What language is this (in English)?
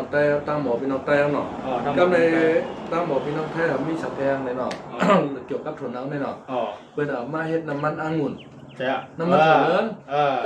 Shan